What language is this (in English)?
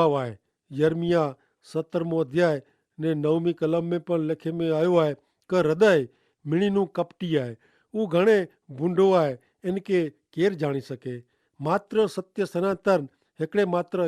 Kachhi